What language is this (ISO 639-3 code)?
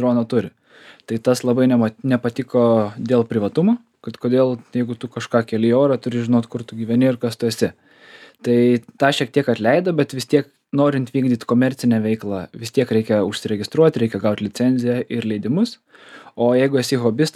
lit